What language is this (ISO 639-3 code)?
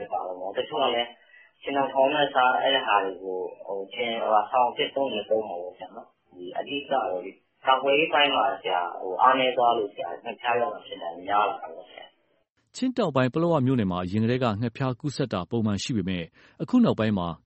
mya